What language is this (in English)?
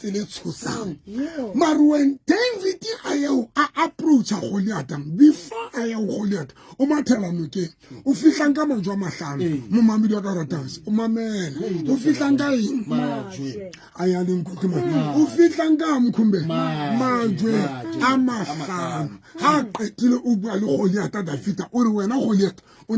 Southern Sotho